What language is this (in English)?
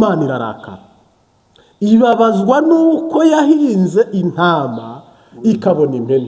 Kinyarwanda